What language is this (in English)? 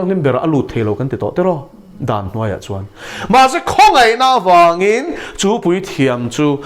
Mizo